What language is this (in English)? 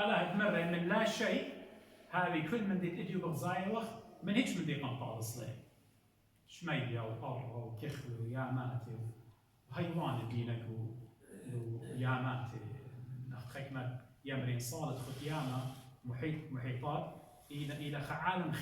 Assyrian Neo-Aramaic